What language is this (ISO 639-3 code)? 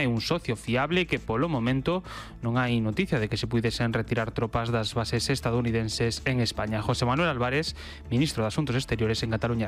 glg